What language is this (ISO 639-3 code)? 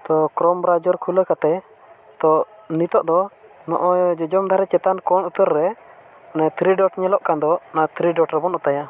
sat